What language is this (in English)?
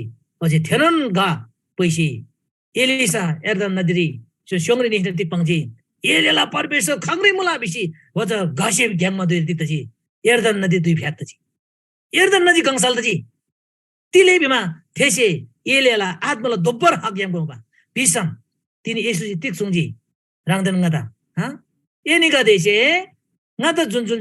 Eastern Tamang